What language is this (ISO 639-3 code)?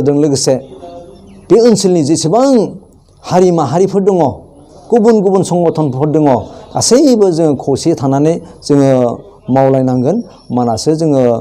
brx